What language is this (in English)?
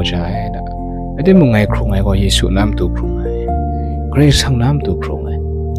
Kachin